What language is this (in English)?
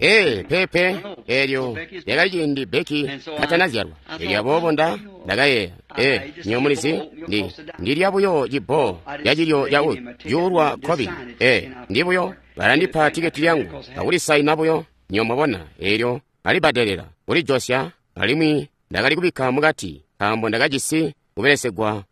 Tonga (Zambia)